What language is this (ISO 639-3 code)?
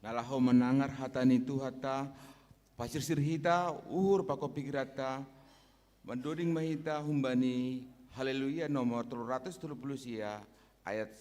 bts